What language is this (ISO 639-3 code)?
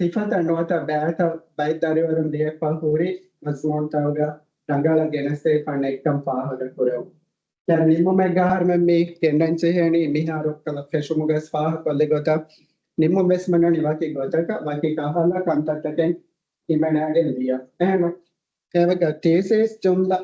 div